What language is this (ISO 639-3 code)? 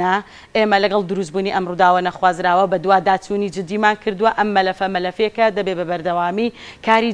ckb